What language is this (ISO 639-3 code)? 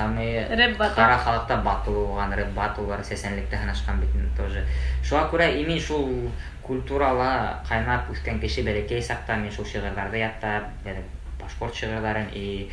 bak